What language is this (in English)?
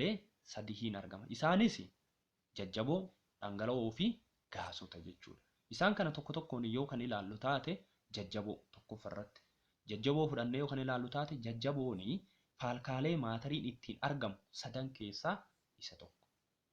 Oromo